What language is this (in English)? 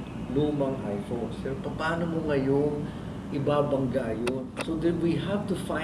Pampanga